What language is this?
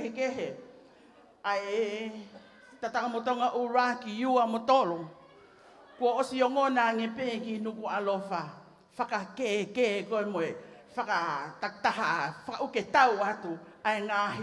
Tongan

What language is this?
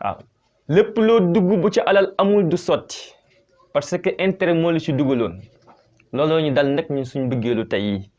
Wolof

